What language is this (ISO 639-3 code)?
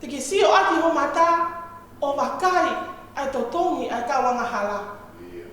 ton